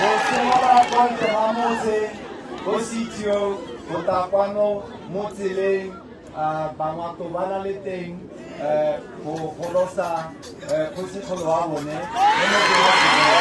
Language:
Tswana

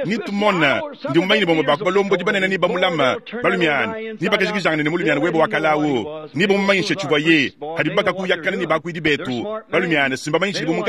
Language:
Luba-Lulua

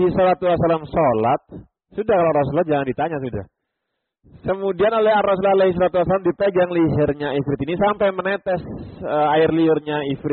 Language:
Indonesian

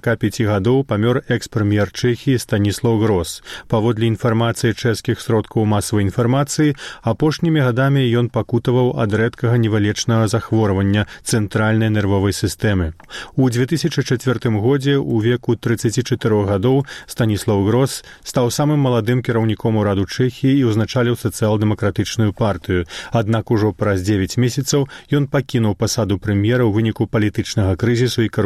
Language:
Belarusian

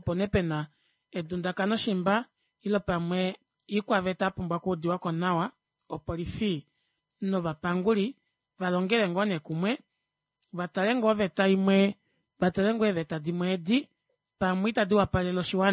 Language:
Kuanyama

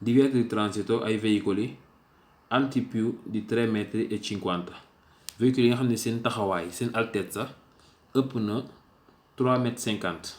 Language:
Wolof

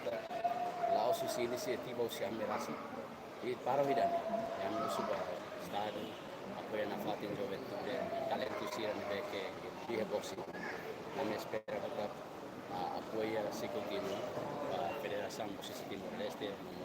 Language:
Tetum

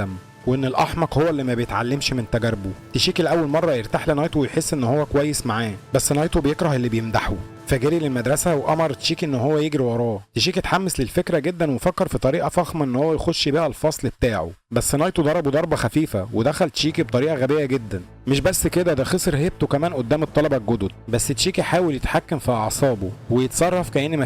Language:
Egyptian Arabic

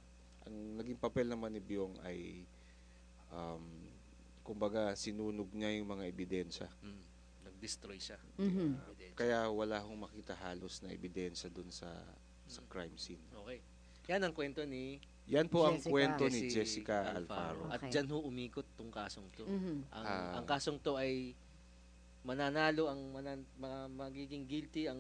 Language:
Filipino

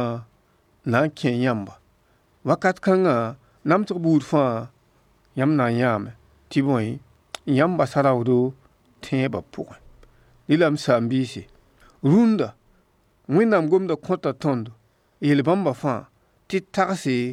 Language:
Mossi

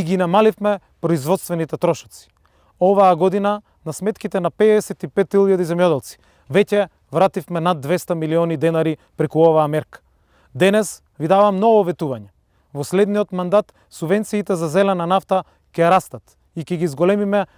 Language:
Macedonian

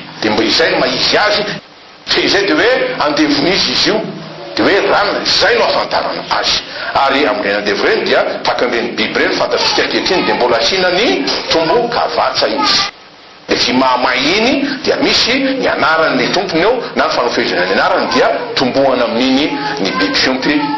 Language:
Malagasy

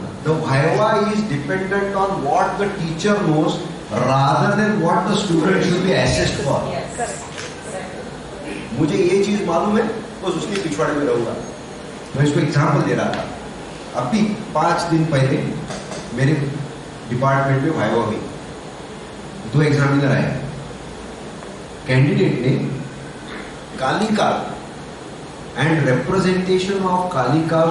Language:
Hindi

